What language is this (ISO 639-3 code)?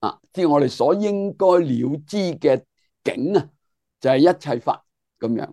yue